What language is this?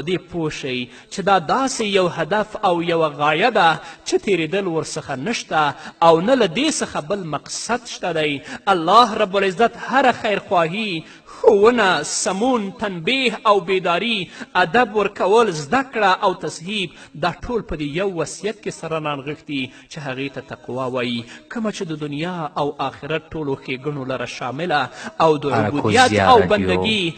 Pashto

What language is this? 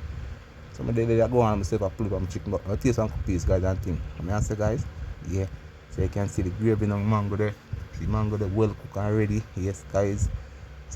Jamaican Creole English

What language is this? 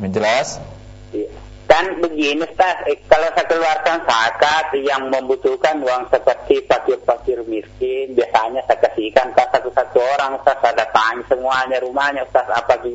Indonesian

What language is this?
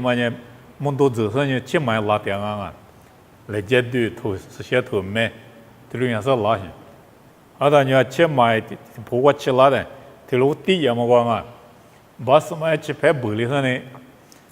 Lisu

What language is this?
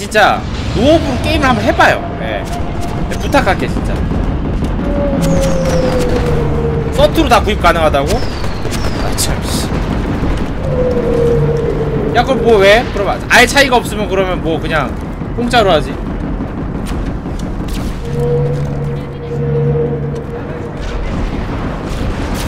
Korean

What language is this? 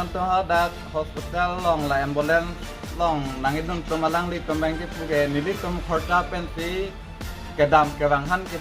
Karbi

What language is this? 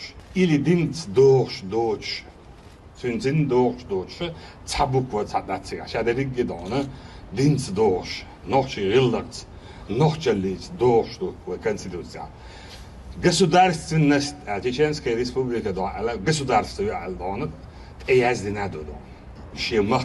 Chechen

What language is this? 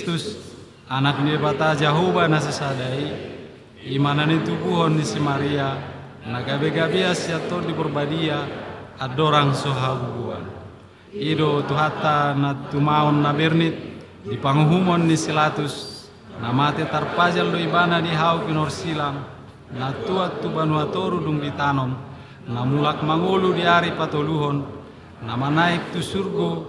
Batak Toba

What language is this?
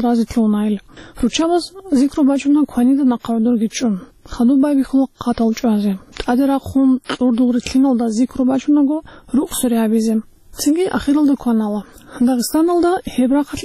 Avaric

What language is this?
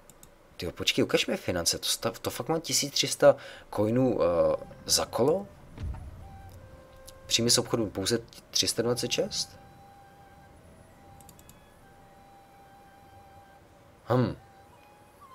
Czech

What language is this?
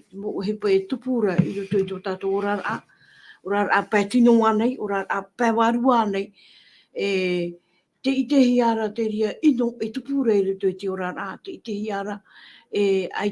Tahitian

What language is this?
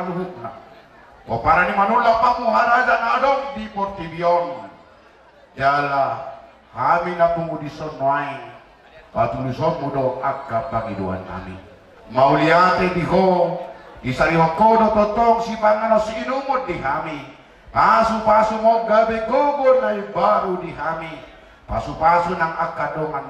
Batak Toba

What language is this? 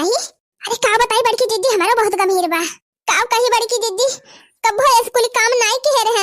Awadhi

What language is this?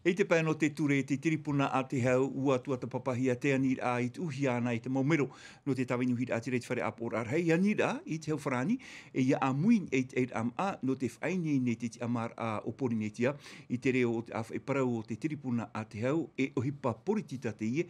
Tahitian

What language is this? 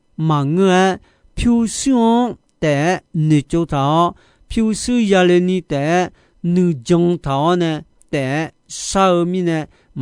Akha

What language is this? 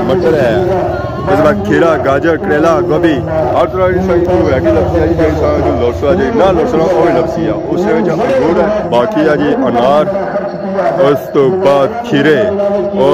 Pahari-Potwari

